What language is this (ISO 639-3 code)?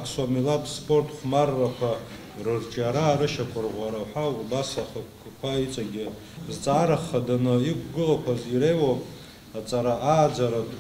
abk